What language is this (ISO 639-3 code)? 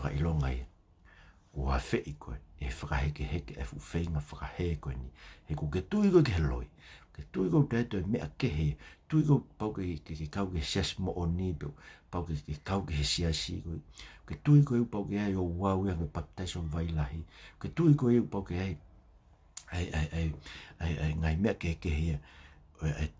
ton